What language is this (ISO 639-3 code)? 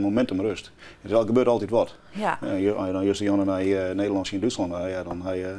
fry